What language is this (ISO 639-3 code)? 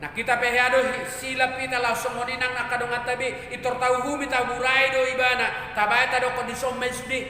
bbc